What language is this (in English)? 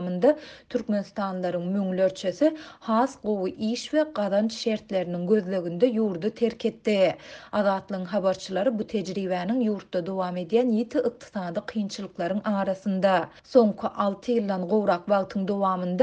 Turkmen